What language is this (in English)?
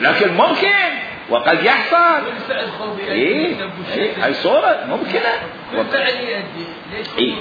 Mesopotamian Arabic